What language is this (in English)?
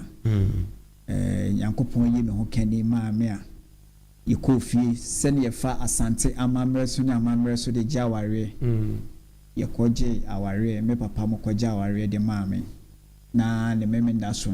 Akan